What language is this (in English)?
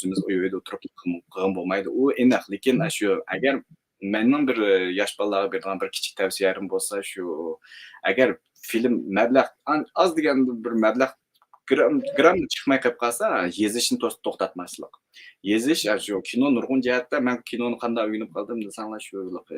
Uyghur